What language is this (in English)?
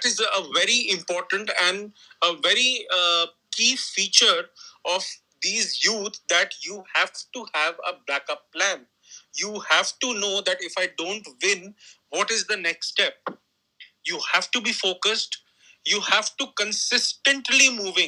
English